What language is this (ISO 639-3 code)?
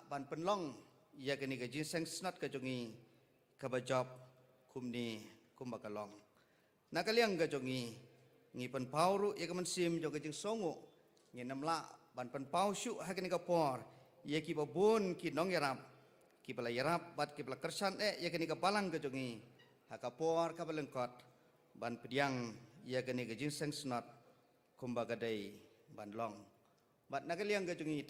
kha